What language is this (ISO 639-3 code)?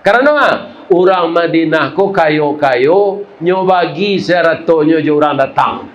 min